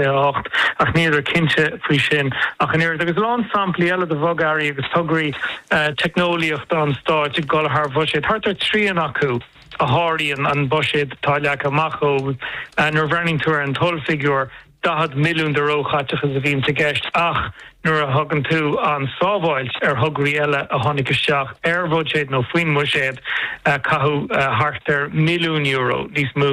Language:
Irish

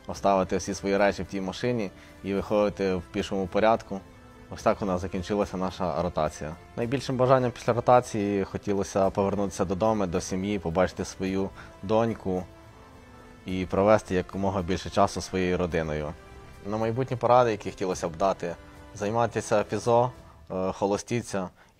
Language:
Ukrainian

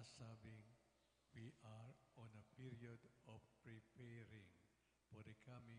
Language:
Pampanga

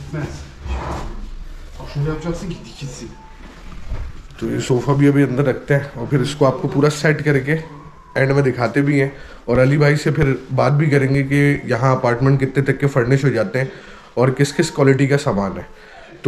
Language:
Hindi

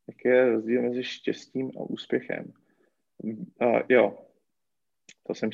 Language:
Czech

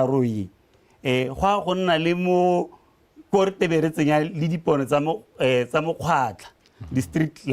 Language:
Tswana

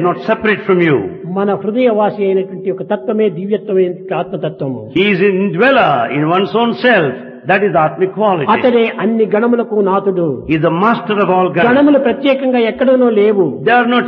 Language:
Telugu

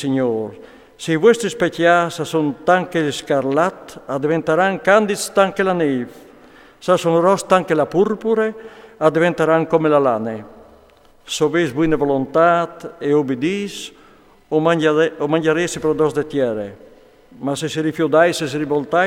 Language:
Friulian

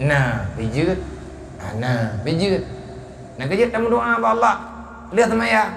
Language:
Achinese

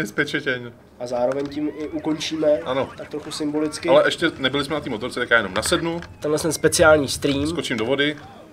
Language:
Czech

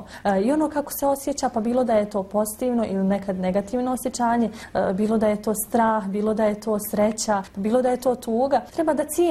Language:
Bosnian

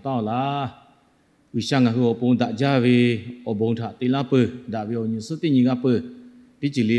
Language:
Lahu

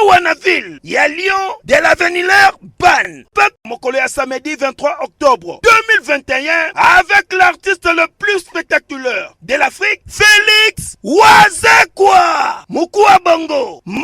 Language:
Lingala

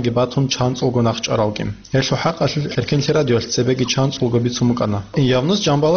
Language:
Avaric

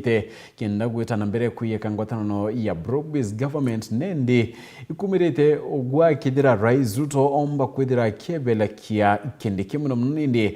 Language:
Meru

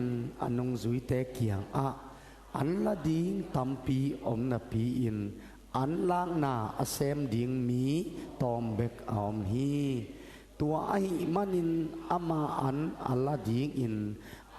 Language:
Tedim Chin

